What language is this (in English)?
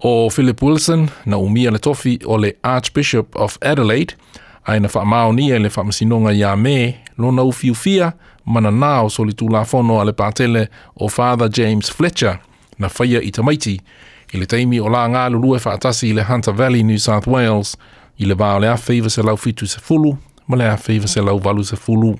Samoan